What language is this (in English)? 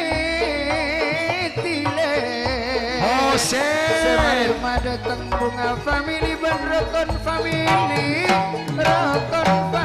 Madurese